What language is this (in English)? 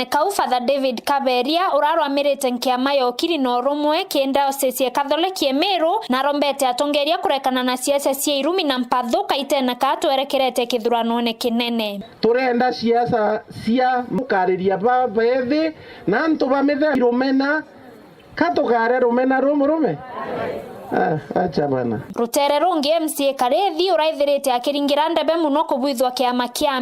Meru